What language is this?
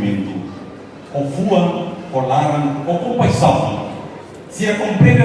Tetum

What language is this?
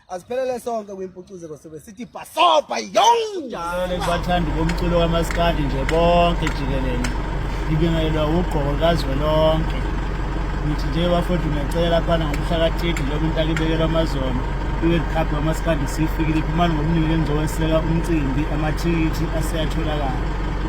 Zulu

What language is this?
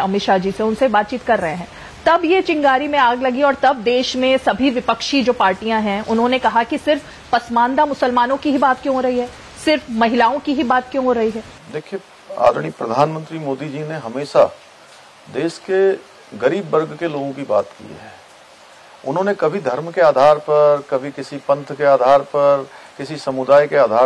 Hindi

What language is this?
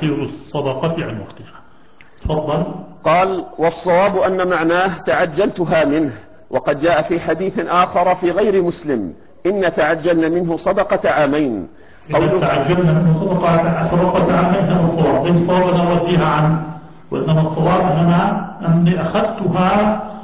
Arabic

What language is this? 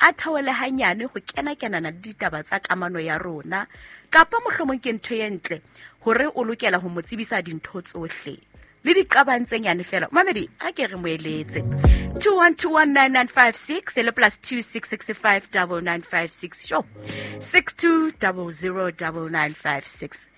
Southern Sotho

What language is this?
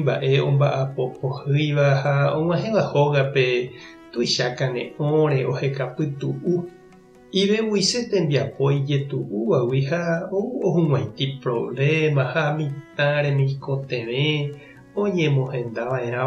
Guarani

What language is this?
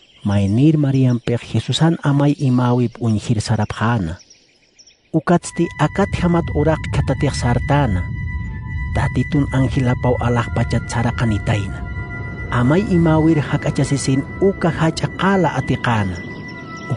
Aymara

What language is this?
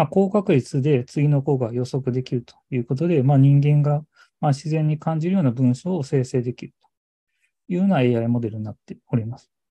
Japanese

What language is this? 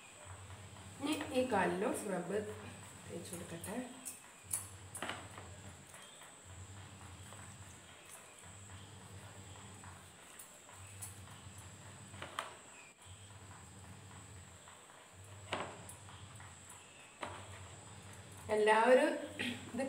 Malayalam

